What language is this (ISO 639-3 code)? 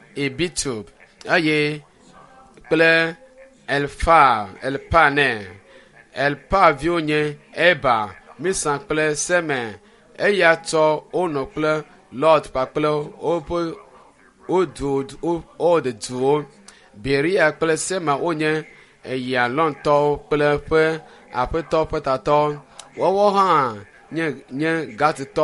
ewe